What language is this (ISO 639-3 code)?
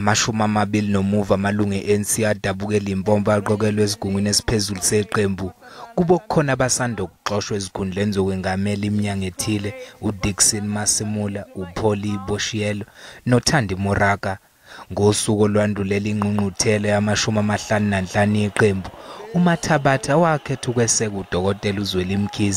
zul